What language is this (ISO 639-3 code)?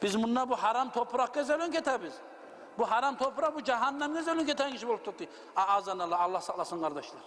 kum